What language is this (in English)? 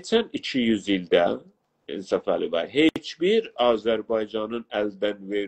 South Azerbaijani